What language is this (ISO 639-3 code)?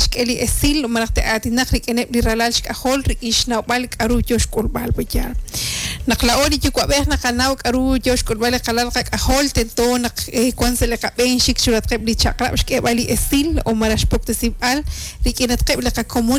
kek